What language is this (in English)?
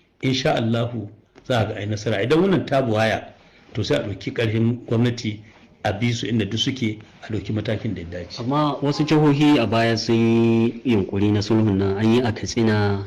Hausa